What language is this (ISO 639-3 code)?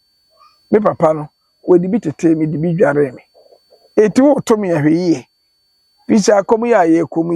aka